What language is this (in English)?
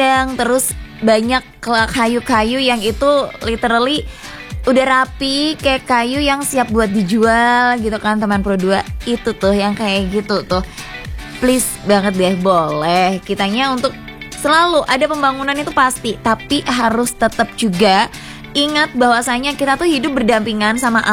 Indonesian